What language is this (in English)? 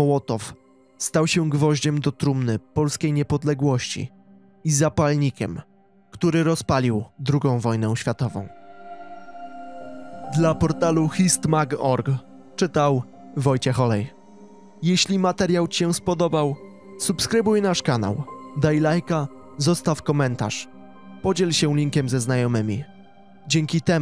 Polish